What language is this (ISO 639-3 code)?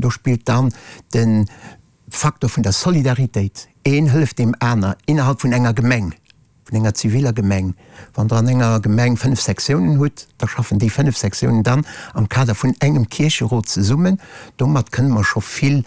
ltz